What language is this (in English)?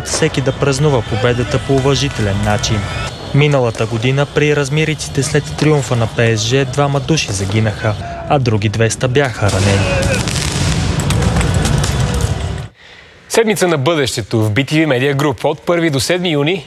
Bulgarian